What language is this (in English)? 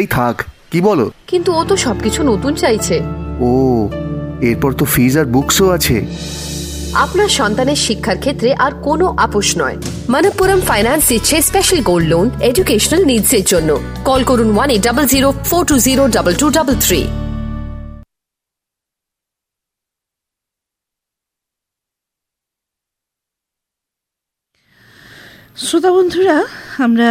Bangla